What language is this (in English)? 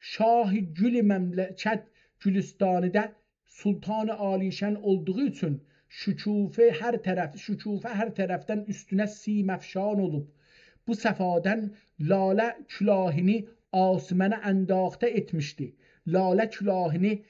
South Azerbaijani